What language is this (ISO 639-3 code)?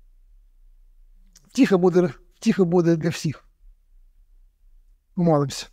ukr